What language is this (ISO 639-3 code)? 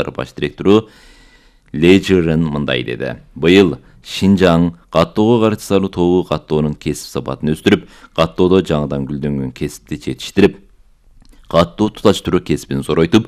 kir